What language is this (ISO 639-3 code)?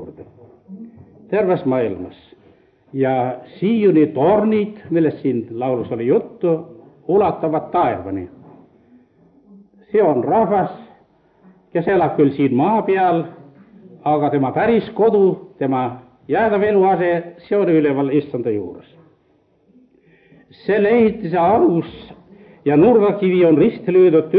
est